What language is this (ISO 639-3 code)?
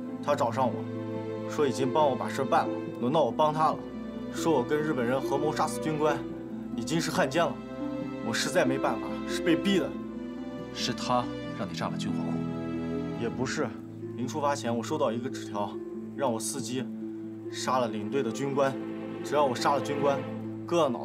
zho